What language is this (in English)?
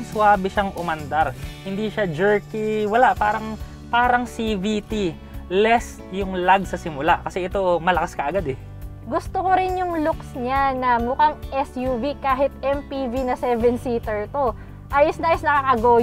Filipino